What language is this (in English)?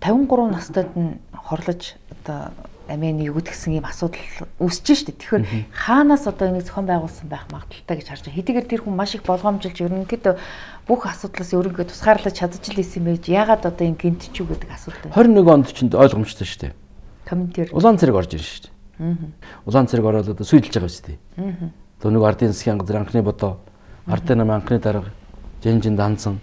Mongolian